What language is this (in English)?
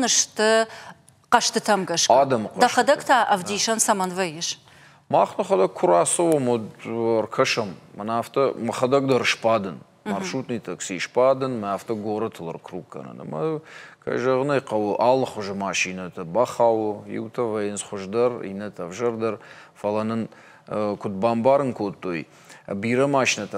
Ossetic